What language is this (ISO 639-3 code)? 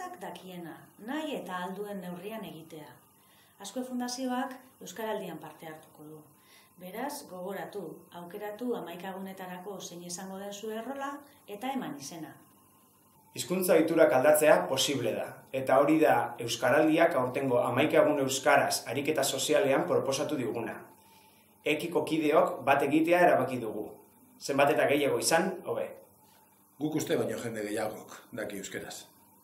eus